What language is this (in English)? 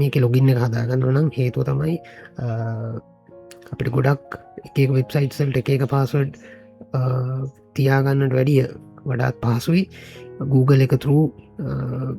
Sinhala